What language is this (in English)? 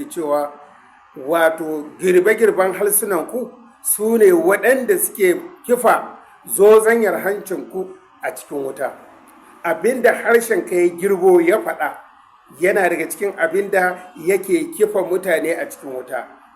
Hausa